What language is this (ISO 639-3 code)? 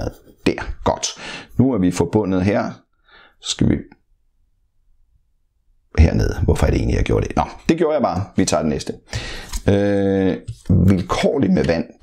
dan